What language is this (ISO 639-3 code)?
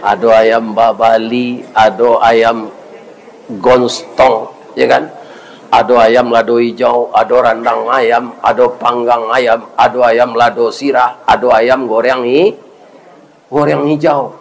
min